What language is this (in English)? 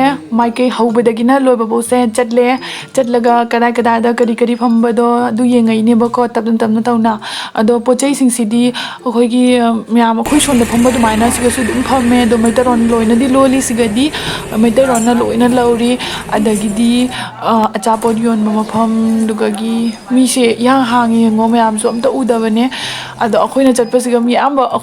Manipuri